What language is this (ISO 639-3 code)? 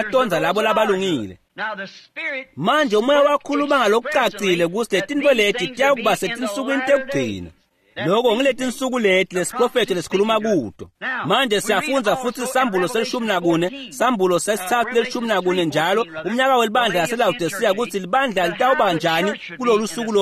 ssw